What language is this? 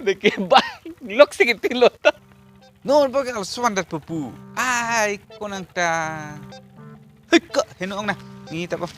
Karbi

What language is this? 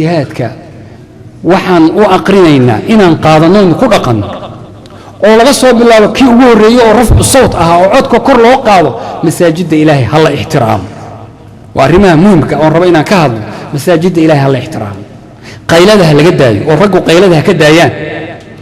Somali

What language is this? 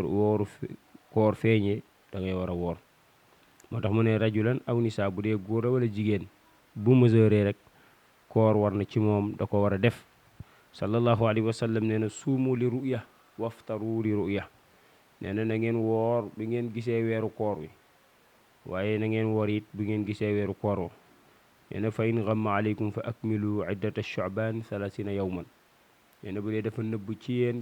Wolof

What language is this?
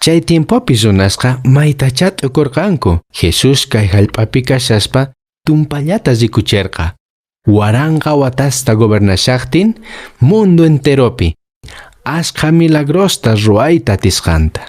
Quechua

